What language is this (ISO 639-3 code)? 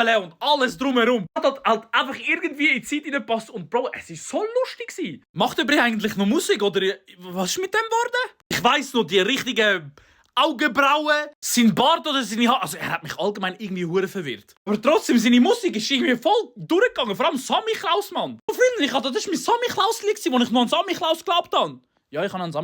gsw